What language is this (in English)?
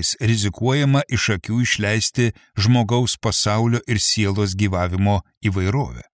Lithuanian